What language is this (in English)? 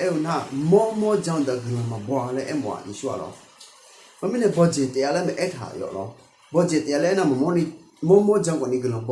Akha